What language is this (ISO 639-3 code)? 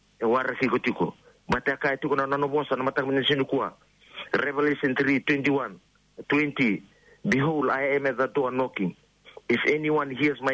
fij